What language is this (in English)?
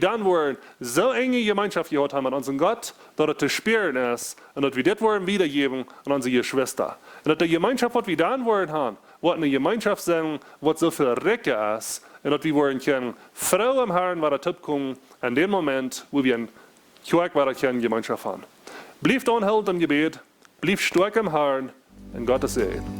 Plautdietsch